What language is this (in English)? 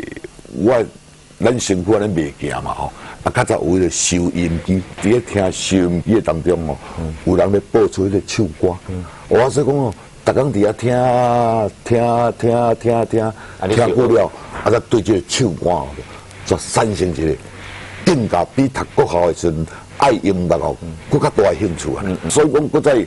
Min Nan Chinese